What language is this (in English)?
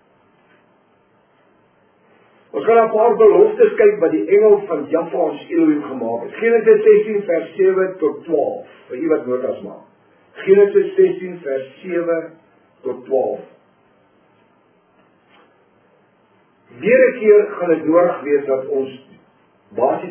Afrikaans